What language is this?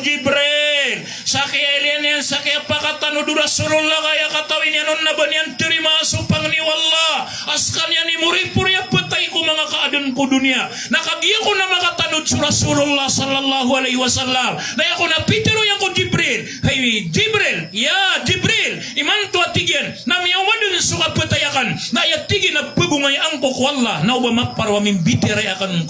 Maranao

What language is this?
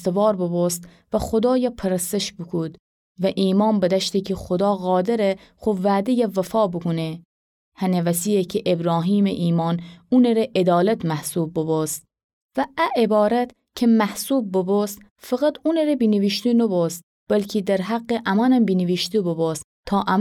Gilaki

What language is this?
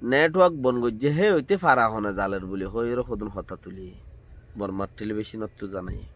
Rohingya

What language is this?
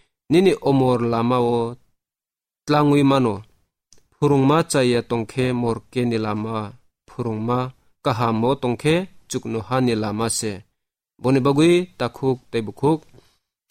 Kok Borok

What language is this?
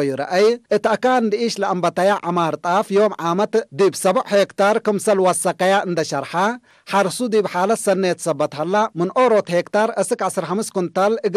Tigre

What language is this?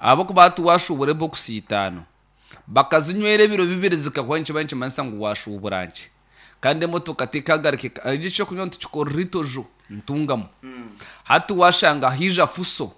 Nyankole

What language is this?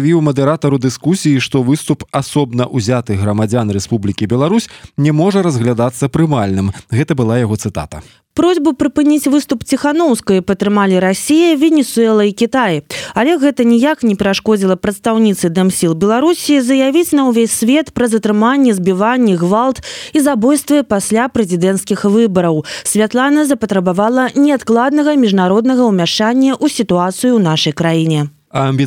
Belarusian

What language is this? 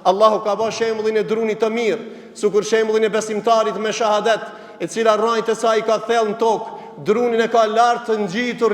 Albanian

